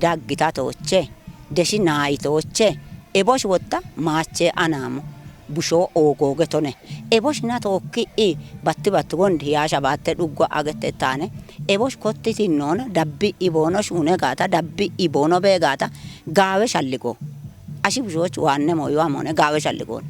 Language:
Kafa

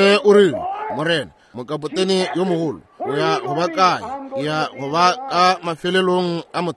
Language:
Northern Sotho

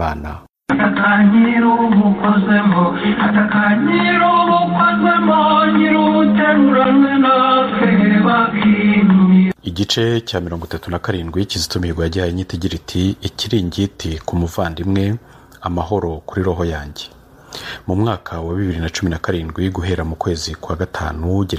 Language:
Kinyarwanda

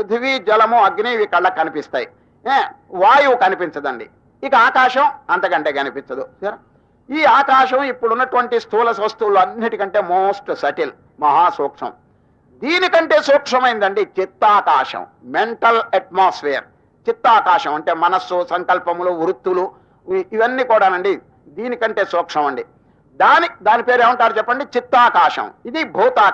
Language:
Telugu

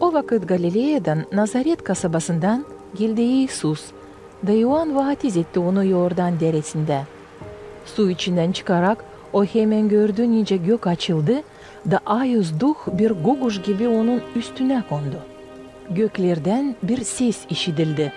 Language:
Gagauz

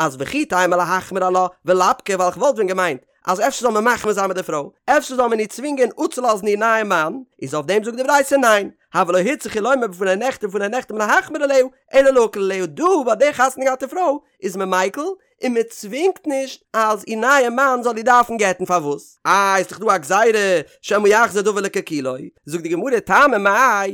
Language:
Yiddish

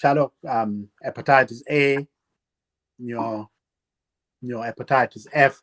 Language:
Acoli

